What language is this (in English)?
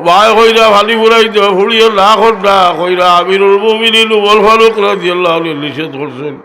Sylheti